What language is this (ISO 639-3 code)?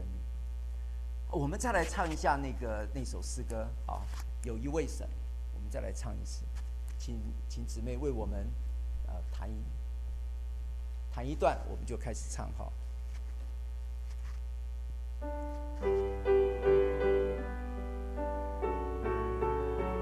zho